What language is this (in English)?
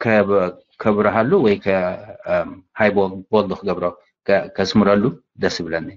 Tigrinya